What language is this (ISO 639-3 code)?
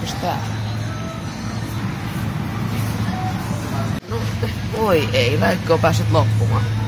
fin